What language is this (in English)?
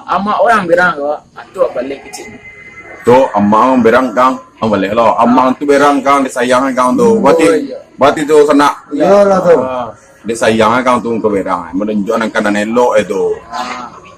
Minangkabau